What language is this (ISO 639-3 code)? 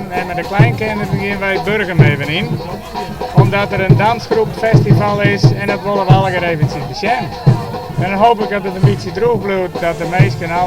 fry